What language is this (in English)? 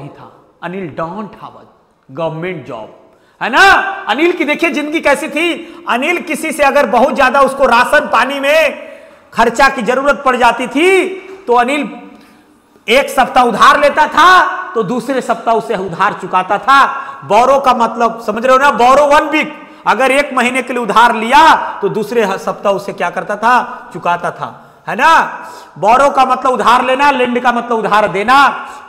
Hindi